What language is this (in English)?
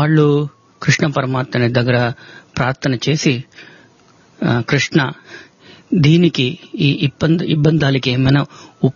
Telugu